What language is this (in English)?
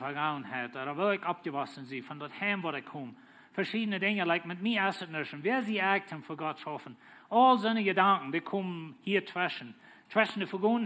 Plautdietsch